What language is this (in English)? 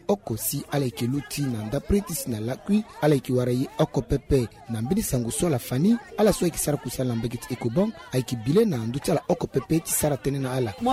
Sango